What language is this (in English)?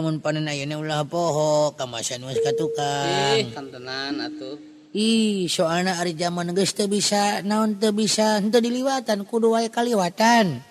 Sundanese